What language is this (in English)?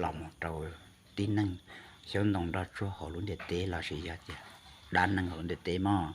Hmong